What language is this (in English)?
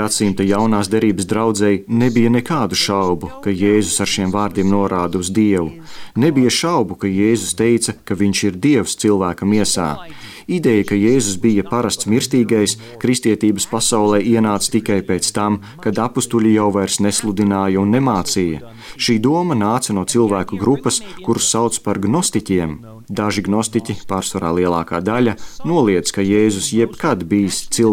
Latvian